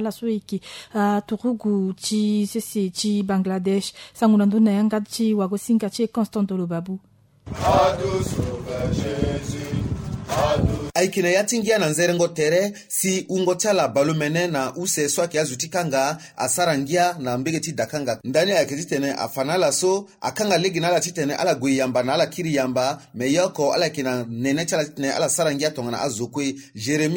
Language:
Sango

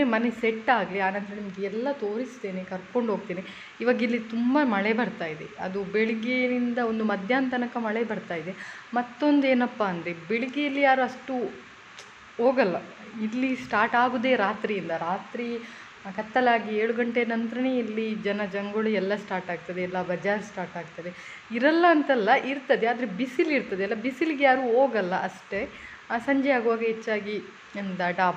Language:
Kannada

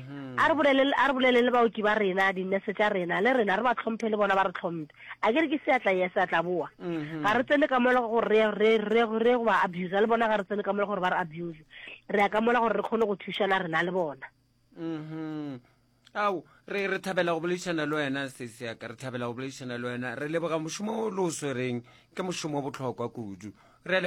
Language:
Northern Sotho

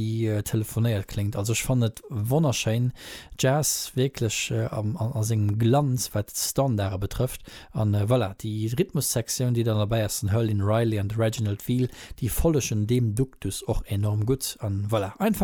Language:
Luxembourgish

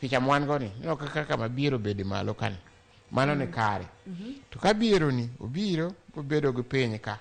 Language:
Luo (Kenya and Tanzania)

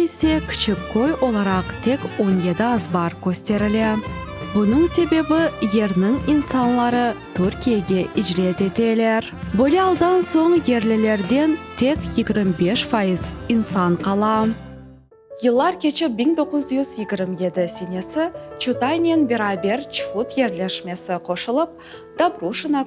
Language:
Crimean Tatar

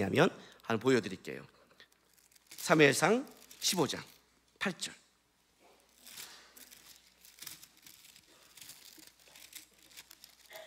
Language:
Korean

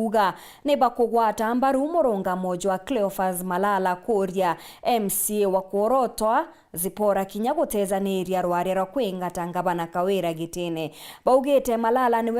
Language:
Meru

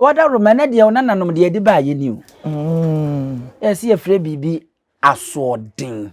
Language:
Akan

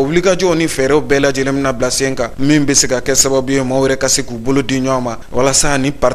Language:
Bambara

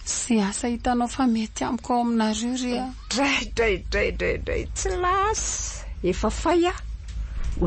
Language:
Malagasy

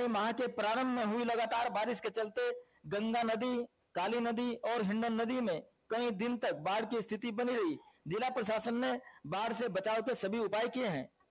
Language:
Hindi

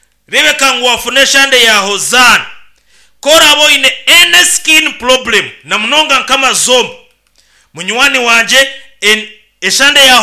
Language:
Nyankole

